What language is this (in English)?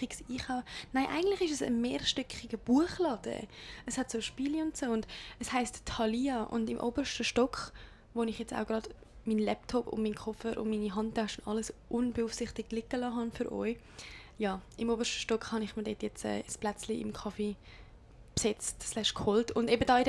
Swiss German